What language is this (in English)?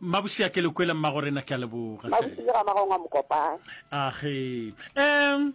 Northern Sotho